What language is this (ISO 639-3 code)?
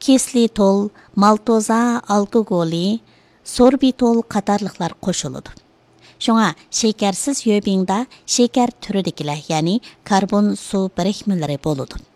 uig